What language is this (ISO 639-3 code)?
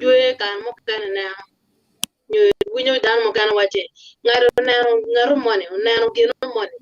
ach